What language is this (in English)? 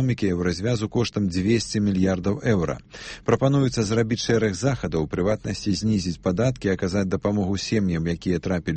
Belarusian